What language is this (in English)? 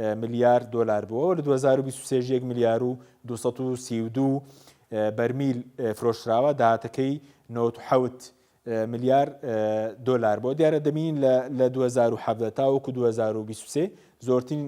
Central Kurdish